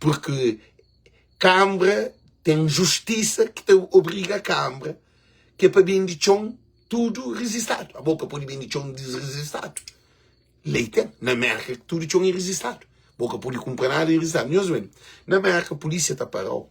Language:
Kabuverdianu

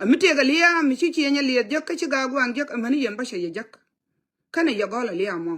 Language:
Nuer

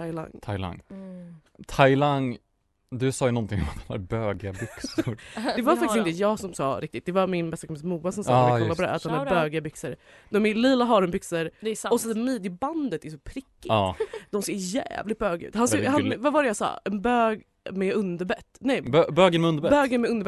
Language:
Swedish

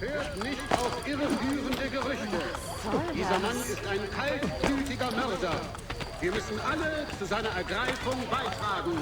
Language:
Bavarian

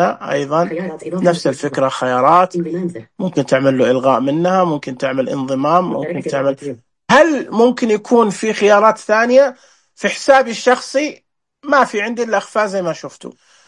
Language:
Najdi Arabic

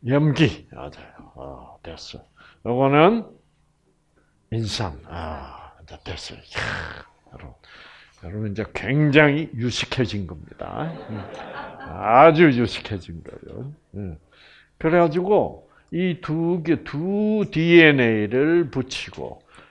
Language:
Korean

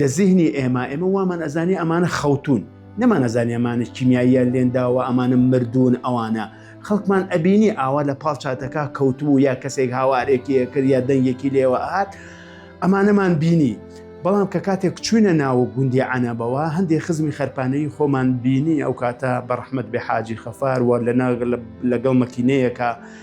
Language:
Central Kurdish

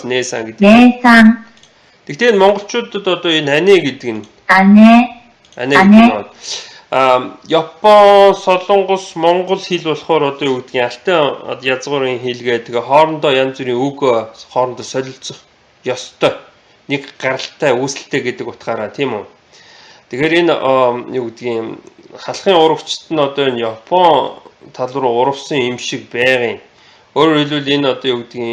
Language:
Mongolian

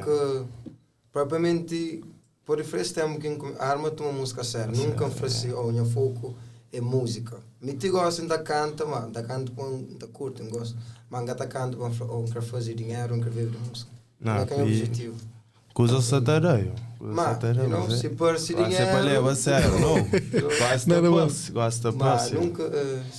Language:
Kabuverdianu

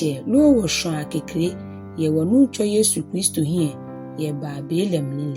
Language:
Ga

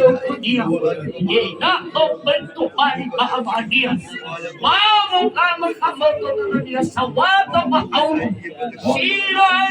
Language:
Nias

